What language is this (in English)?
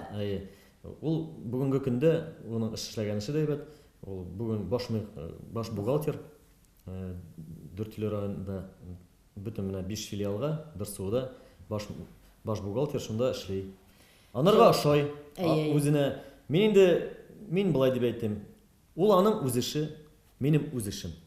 Tatar